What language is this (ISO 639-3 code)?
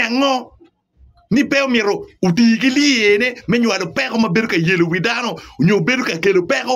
ach